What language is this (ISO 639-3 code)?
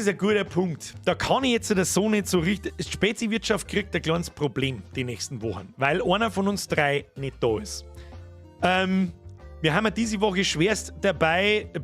bar